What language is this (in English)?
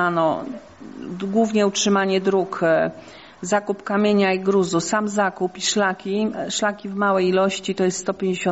Polish